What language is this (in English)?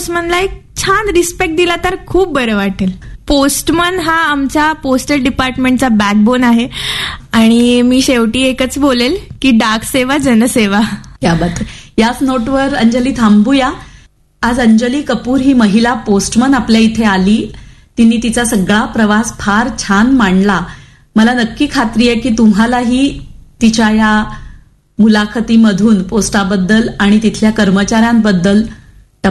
Marathi